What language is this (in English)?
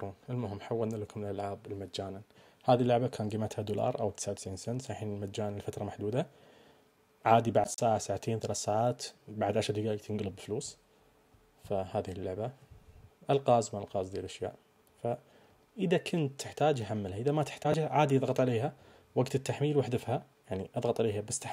Najdi Arabic